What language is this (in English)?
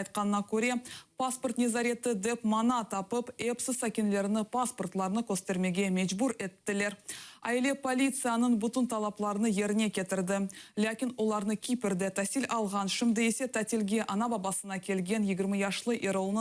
Crimean Tatar